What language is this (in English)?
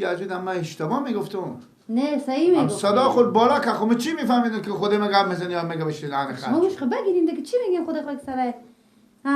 Persian